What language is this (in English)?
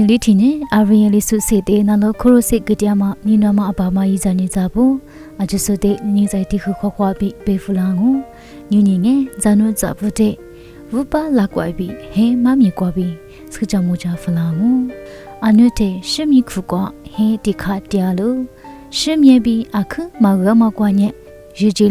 Lisu